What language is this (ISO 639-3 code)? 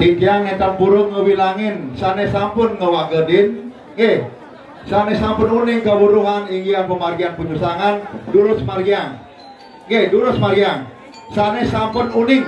ban